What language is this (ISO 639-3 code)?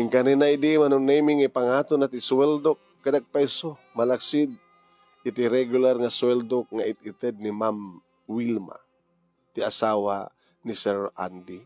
ilo